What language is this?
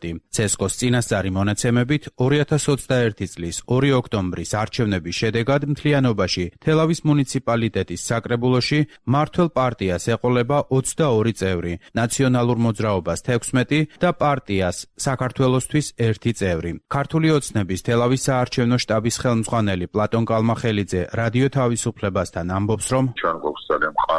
Georgian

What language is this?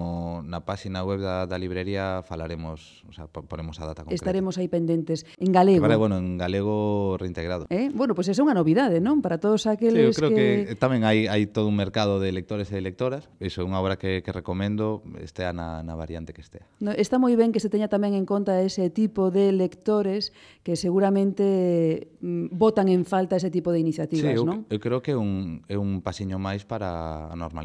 Galician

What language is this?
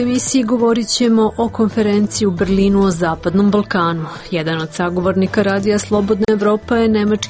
Serbian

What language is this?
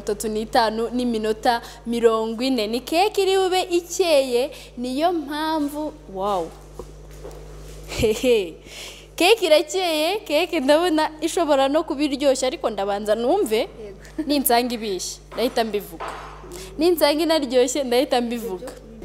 Kinyarwanda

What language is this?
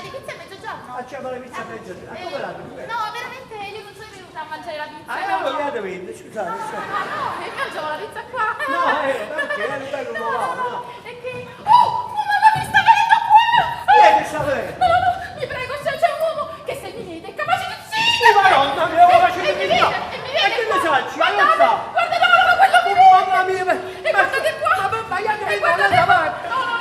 Neapolitan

